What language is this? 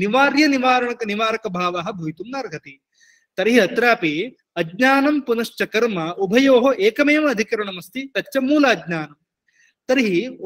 Sanskrit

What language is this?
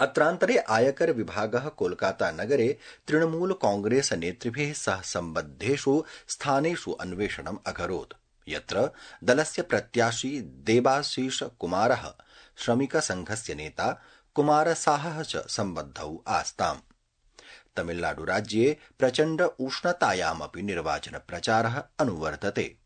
Sanskrit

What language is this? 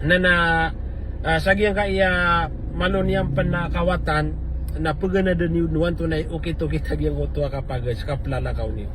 Maranao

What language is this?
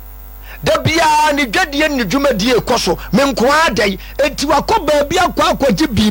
Akan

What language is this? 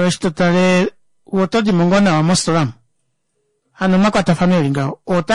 Kuanyama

